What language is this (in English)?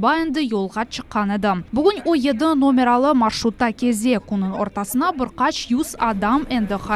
Crimean Tatar